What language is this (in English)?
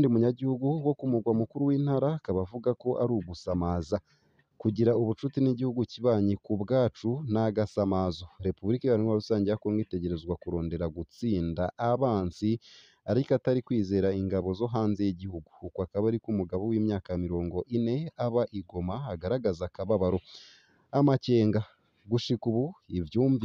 Rundi